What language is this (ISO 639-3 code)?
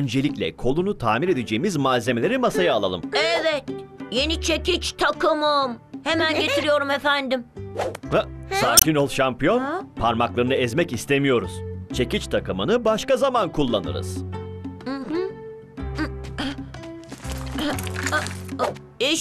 tur